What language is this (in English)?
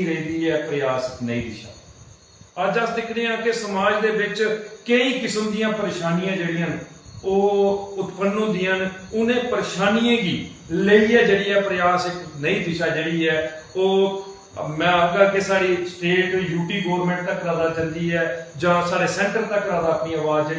Dogri